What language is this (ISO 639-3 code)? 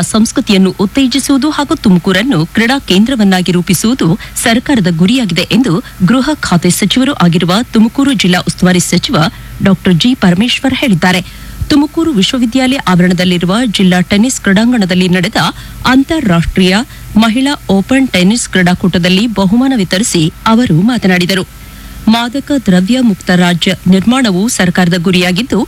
kan